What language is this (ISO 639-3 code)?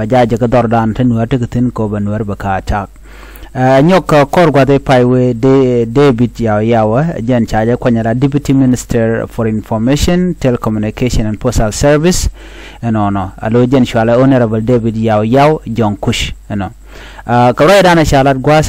nus